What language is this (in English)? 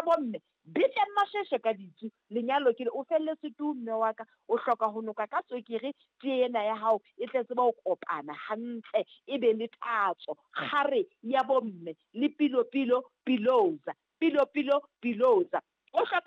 Southern Sotho